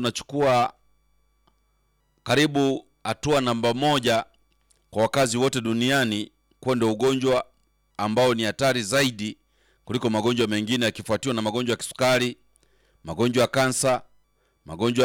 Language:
Swahili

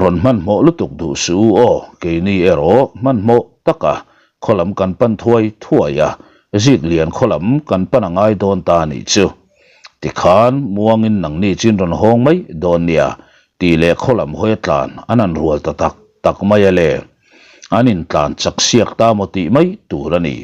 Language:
Mizo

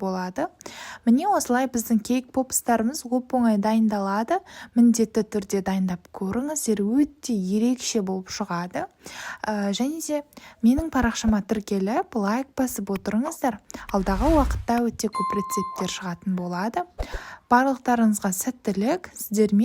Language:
Kazakh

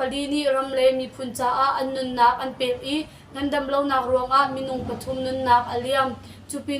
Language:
Hakha Chin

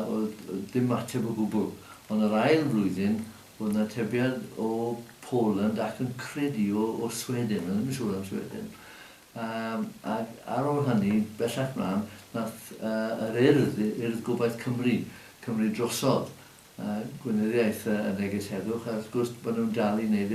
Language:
Welsh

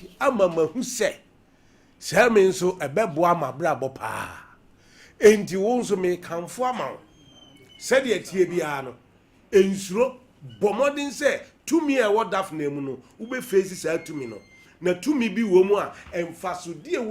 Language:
Akan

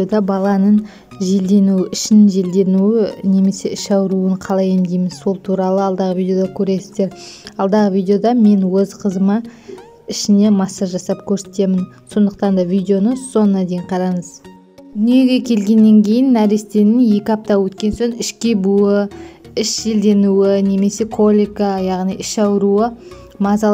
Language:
Kazakh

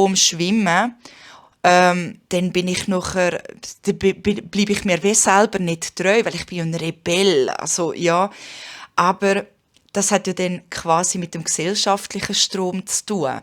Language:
Swiss German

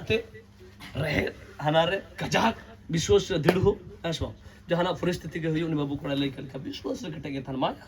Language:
Santali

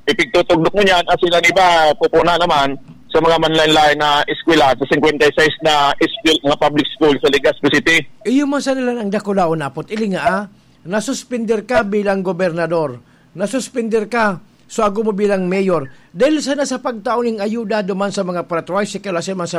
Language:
Bikol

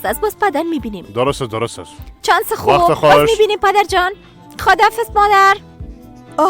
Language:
Persian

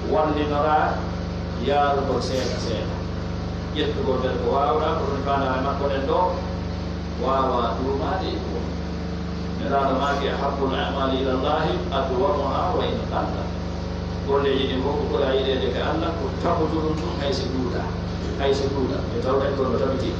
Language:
Pular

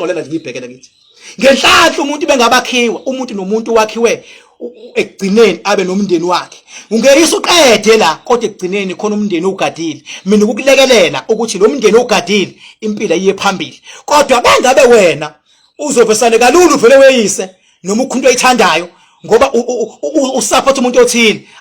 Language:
Zulu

